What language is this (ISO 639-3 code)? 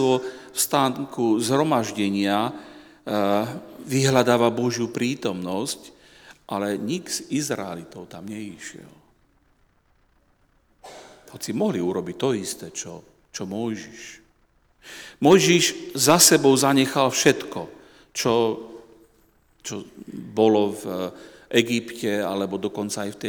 slk